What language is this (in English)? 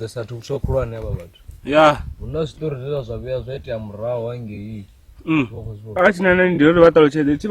Venda